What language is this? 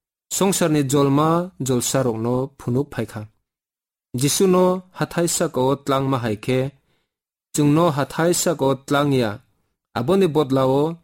Kok Borok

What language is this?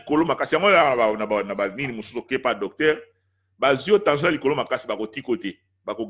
Lingala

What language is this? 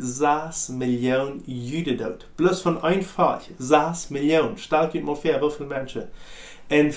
Plautdietsch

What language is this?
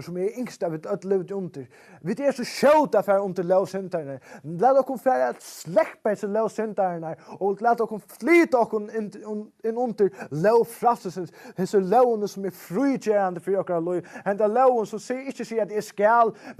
Faroese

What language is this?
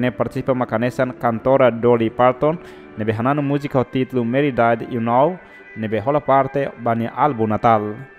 Tetum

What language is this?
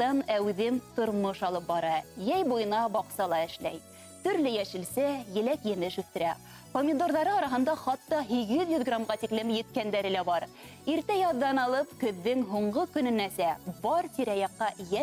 Bashkir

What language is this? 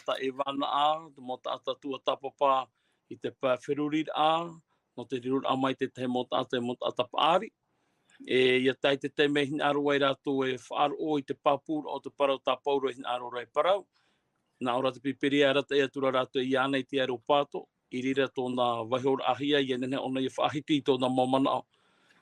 Tahitian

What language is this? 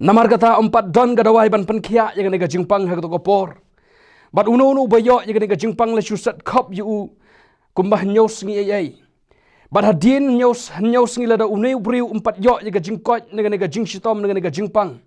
Khasi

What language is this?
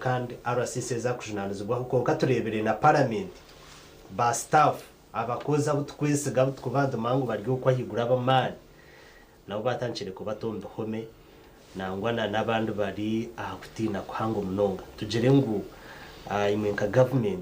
Nyankole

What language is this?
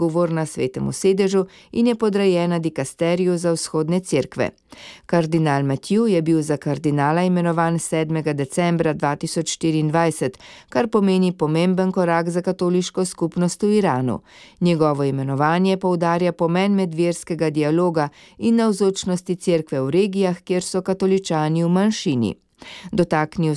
Slovenian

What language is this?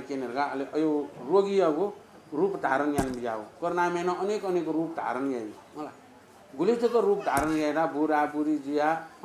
Newari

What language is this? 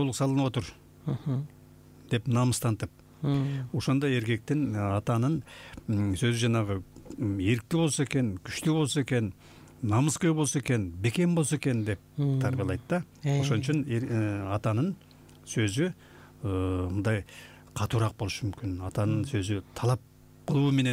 Kyrgyz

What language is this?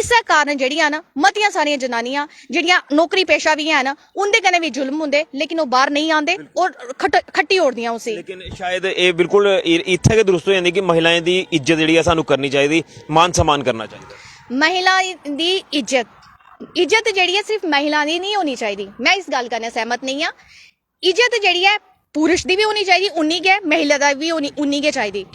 Dogri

